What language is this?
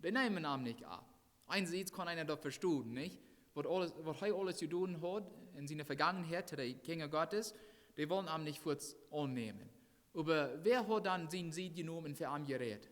Plautdietsch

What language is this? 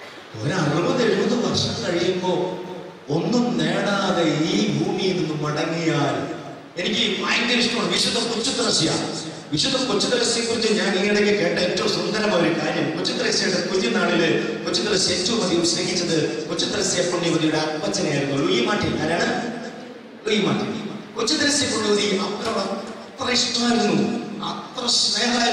Malayalam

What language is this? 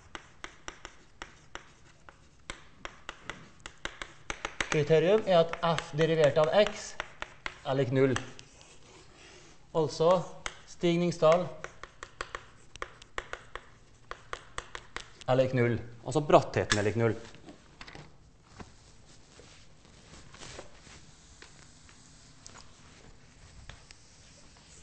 Norwegian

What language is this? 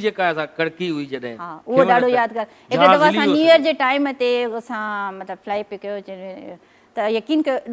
Sindhi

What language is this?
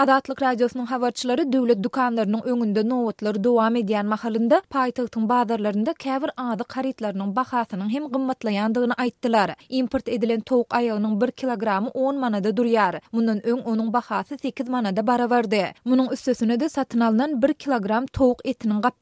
Turkmen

